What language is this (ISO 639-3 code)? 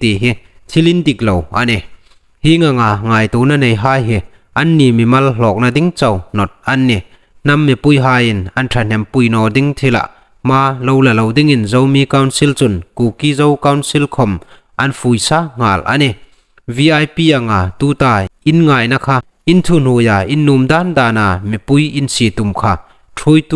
hmr